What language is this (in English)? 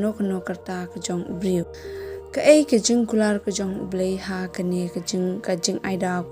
Khasi